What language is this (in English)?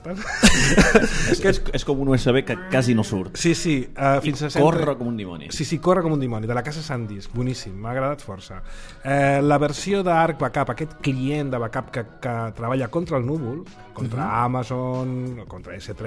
Catalan